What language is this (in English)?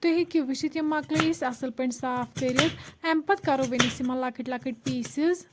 Kashmiri